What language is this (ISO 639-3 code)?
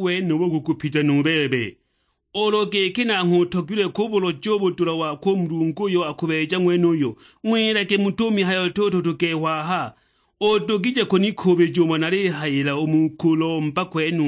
suk